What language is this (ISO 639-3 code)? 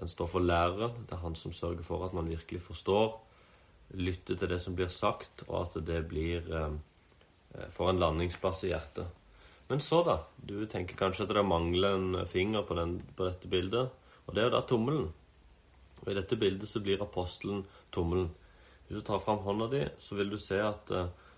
nor